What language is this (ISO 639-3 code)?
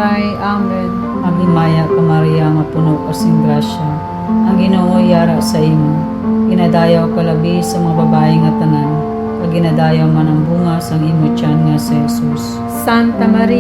hil